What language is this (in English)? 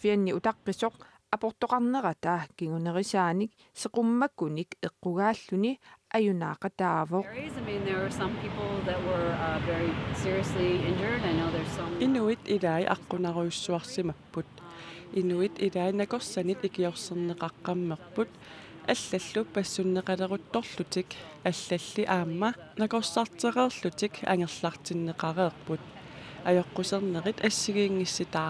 Kalaallisut